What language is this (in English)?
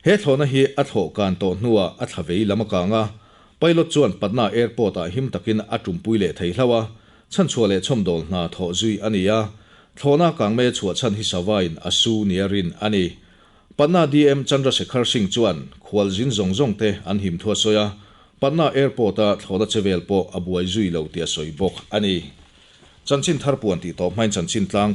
Mizo